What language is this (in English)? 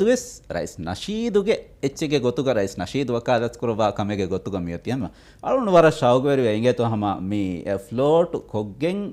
Divehi